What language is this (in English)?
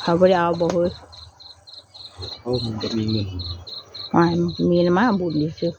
Northeastern Thai